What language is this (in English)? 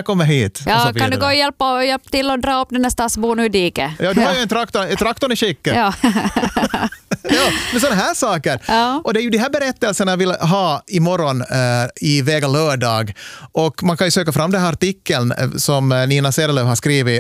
Swedish